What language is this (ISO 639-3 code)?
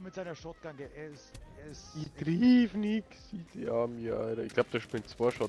bar